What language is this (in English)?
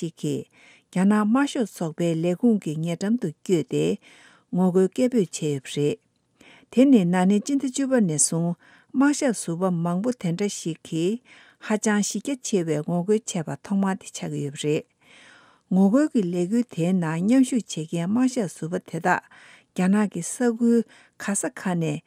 Tibetan